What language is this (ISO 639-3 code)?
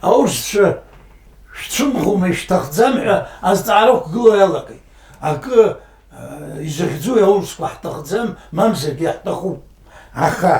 abk